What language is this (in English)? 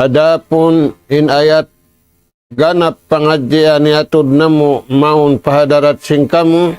Tausug